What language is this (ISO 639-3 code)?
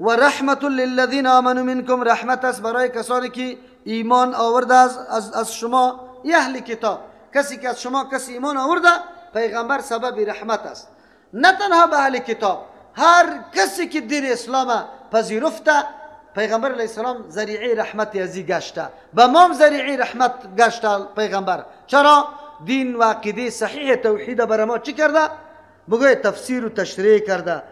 fas